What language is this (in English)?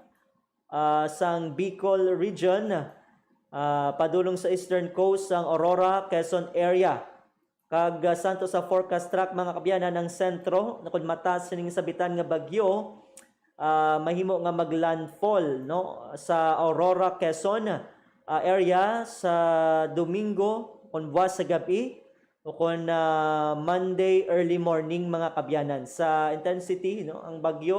Hiligaynon